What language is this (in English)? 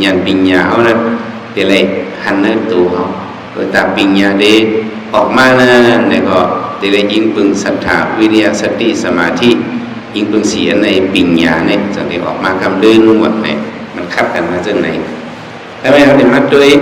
Shan